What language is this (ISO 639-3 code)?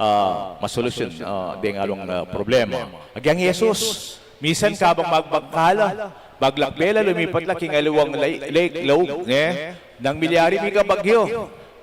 pam